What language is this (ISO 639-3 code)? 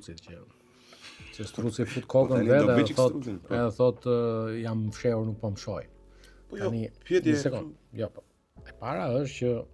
sqi